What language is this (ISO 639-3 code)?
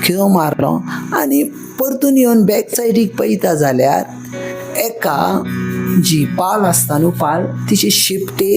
kok